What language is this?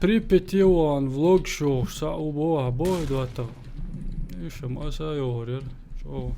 Chechen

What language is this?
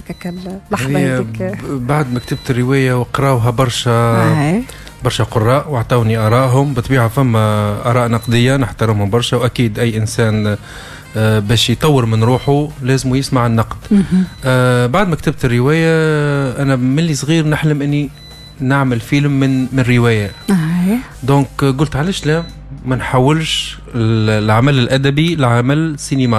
Tunisian Arabic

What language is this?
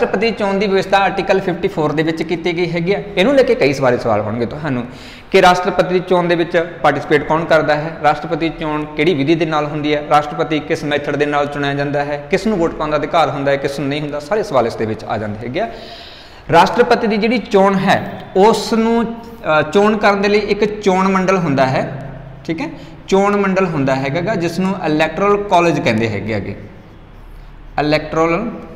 Punjabi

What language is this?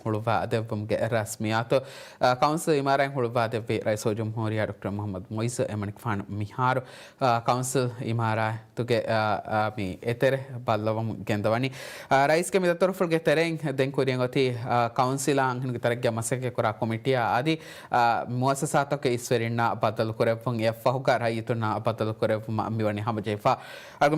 Divehi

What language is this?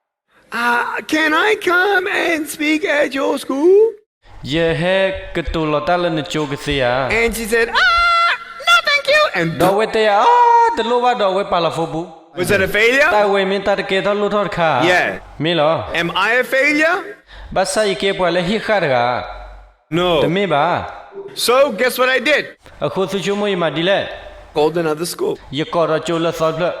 S'gaw Karen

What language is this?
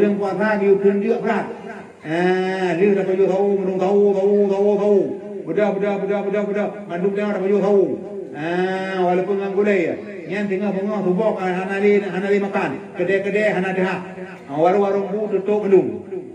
Achinese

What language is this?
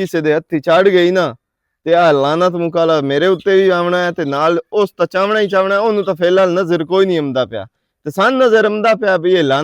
Western Panjabi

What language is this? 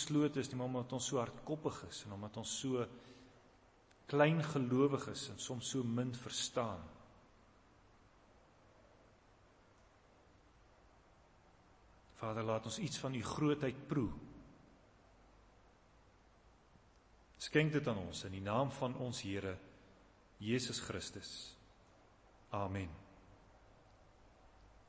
Afrikaans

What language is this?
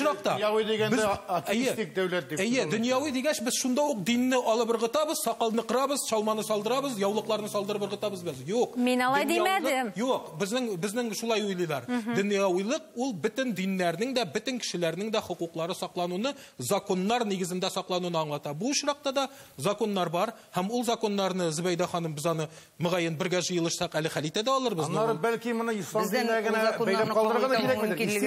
Tatar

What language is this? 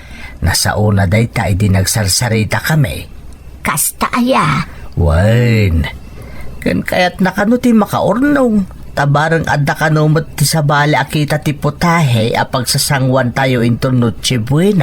Iloko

